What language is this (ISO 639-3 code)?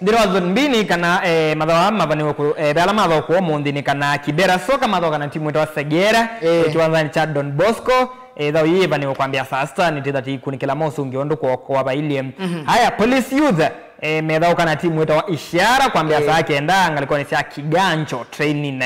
kam